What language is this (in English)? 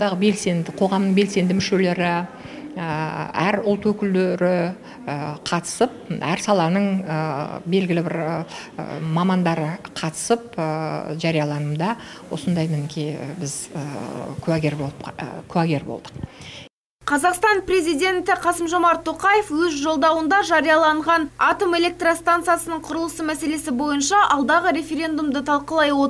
Kazakh